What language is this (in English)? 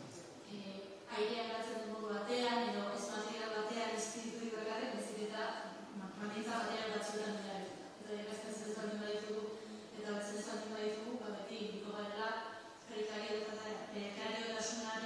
Basque